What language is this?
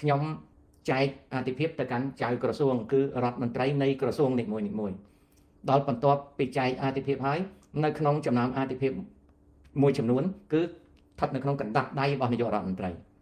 Khmer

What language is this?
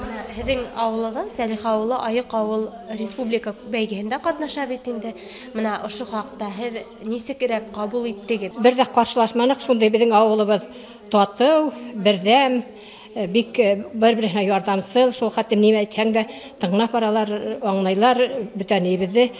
Bashkir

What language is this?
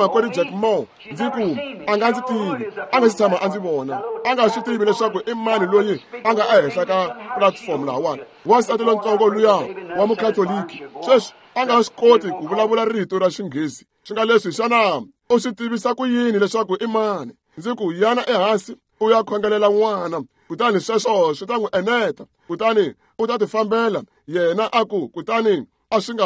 Tsonga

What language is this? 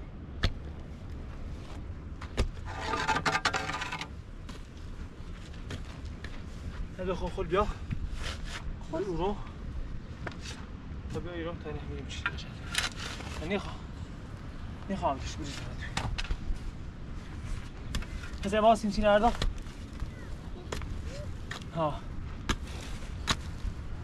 Persian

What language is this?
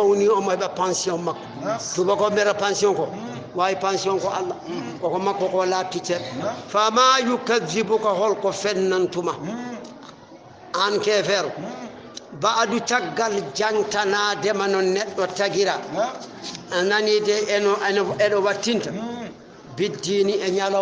Fula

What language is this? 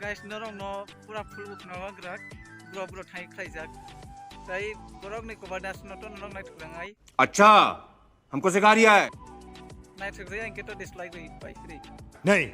Kok Borok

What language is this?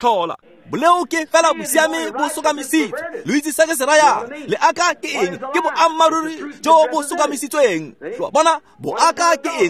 Tswana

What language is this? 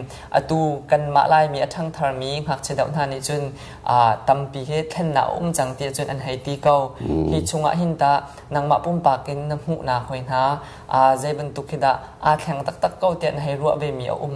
Hakha Chin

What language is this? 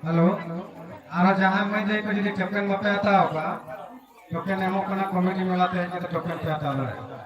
Santali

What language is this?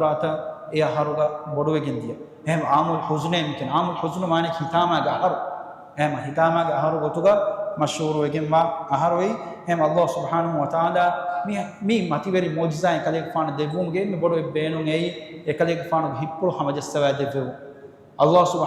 Divehi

